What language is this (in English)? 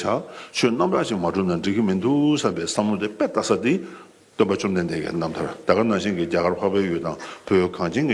Tibetan